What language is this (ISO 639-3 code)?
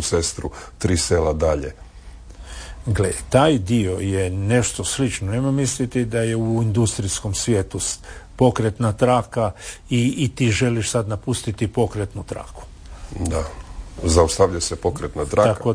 hrv